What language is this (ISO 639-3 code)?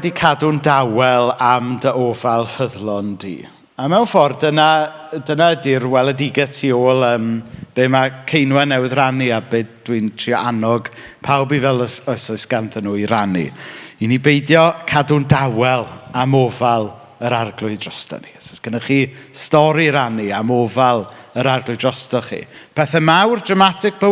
cym